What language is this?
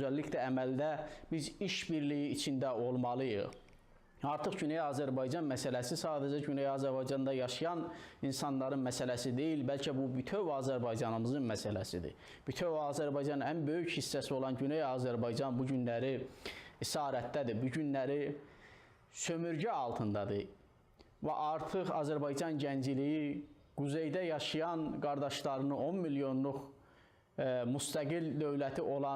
South Azerbaijani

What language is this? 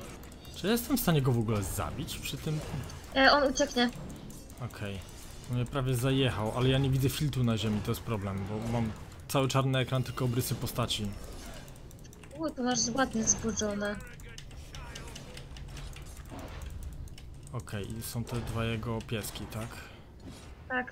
Polish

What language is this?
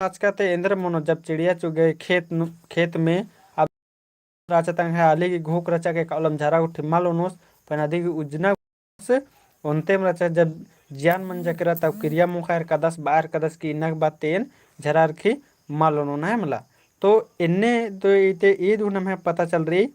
Kurukh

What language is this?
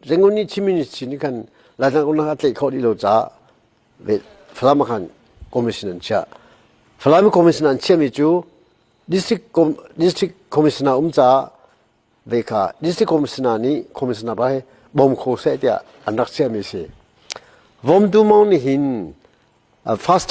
Hakha Chin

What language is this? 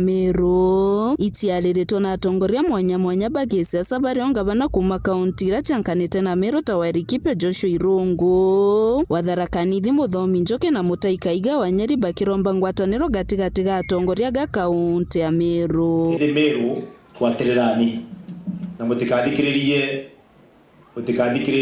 Meru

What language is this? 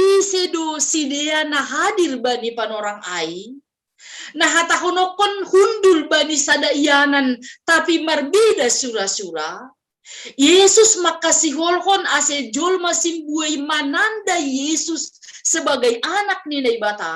Batak Simalungun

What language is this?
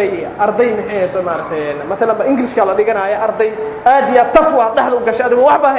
Somali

